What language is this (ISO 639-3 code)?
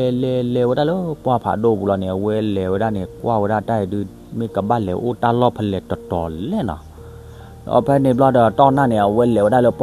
ksw